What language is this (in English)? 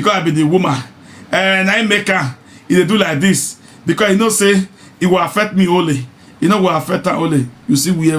Nigerian Pidgin